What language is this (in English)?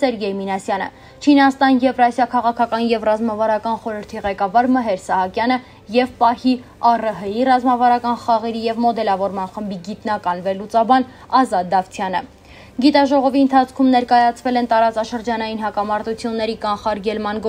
Armenian